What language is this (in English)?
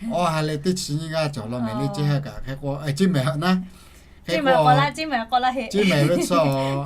Lahu